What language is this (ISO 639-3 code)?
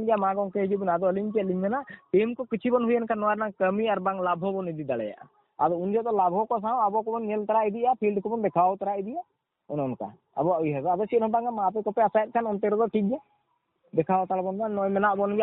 sat